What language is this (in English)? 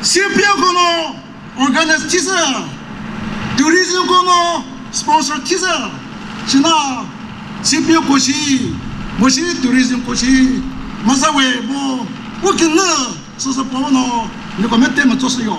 Chokri Naga